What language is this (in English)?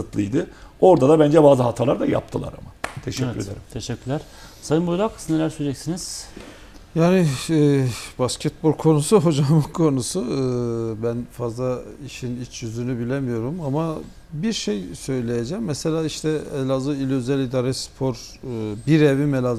Turkish